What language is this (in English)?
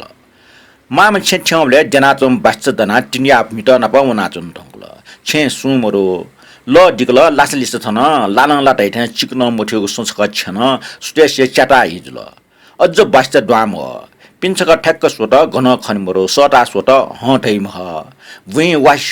Newari